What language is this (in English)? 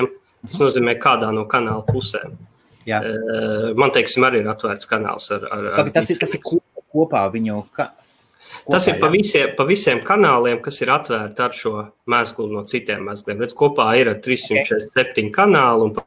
Latvian